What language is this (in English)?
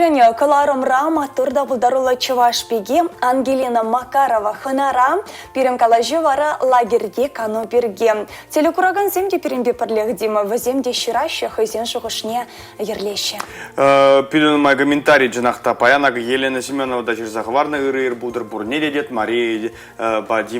Chuvash